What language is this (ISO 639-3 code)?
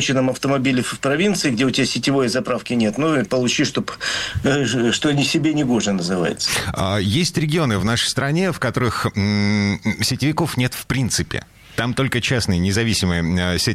rus